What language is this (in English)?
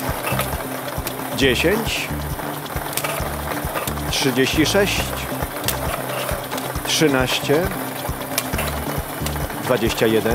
Polish